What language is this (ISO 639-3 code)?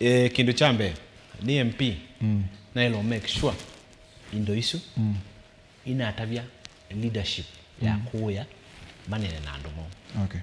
kam